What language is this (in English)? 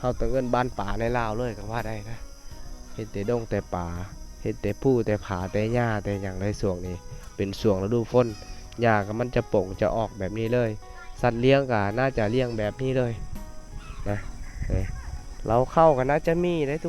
Lao